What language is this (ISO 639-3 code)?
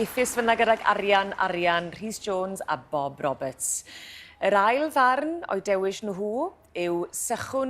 cym